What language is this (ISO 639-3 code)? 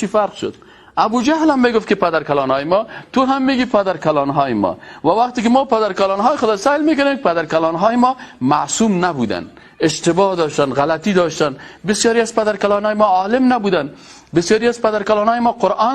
fas